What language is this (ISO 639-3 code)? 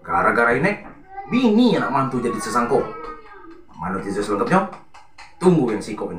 mui